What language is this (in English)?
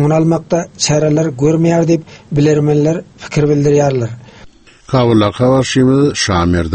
Turkmen